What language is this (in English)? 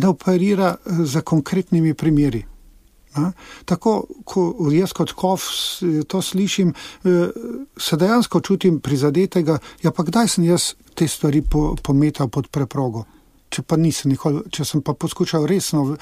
Slovenian